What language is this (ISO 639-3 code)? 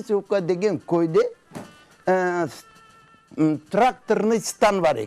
crh